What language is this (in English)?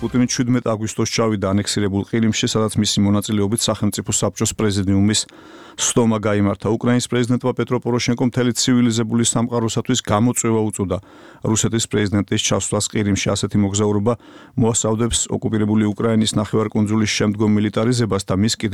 Georgian